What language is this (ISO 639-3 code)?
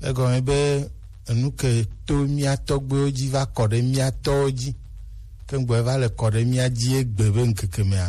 gej